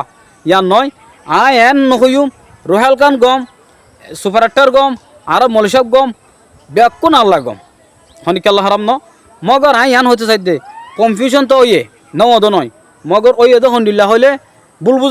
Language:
Rohingya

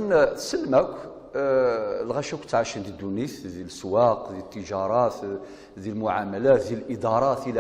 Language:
Kabyle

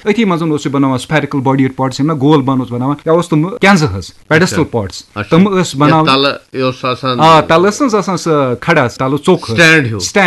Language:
Kashmiri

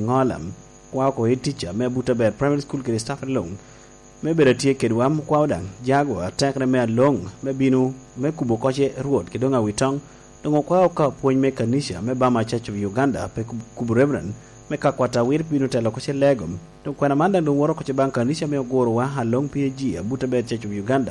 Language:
Lango (Uganda)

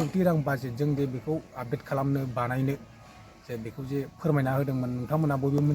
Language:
Bodo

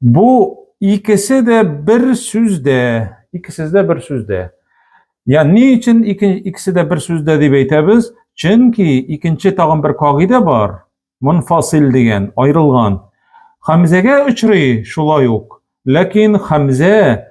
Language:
Tatar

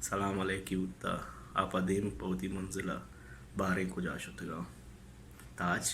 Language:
Baluchi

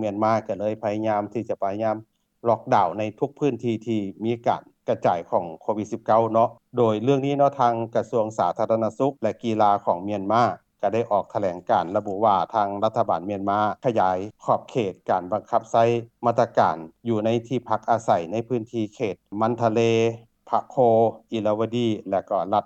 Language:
Lao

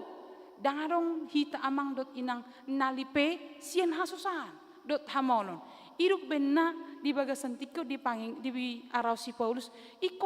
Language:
Batak Toba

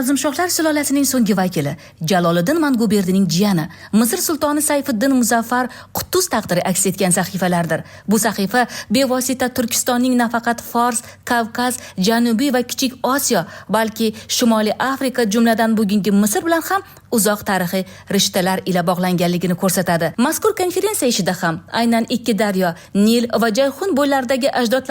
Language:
Uzbek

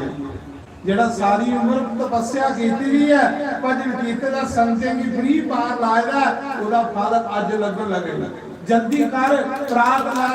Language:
Dogri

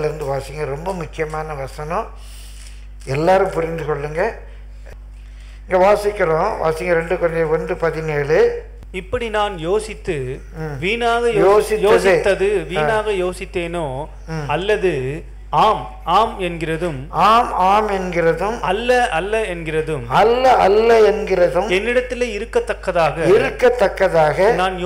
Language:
Tamil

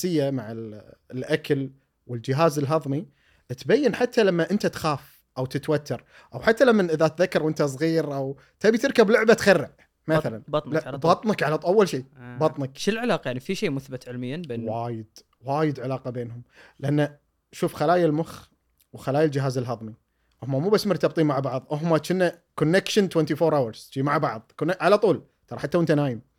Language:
Gulf Arabic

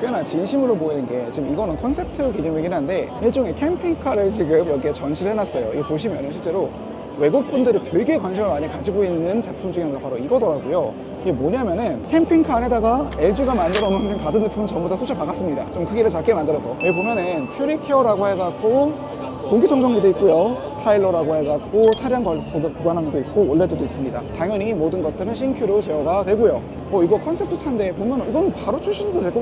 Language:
Korean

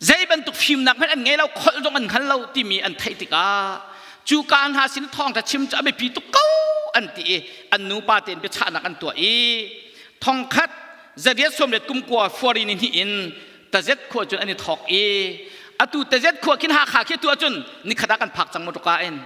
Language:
Hakha Chin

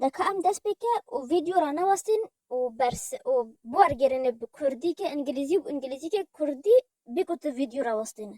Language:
Kurdish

